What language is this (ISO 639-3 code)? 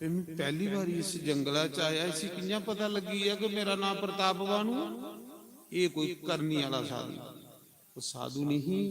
doi